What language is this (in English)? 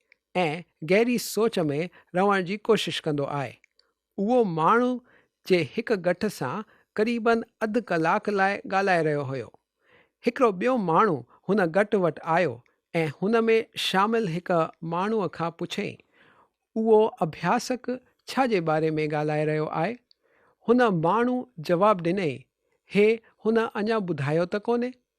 Sindhi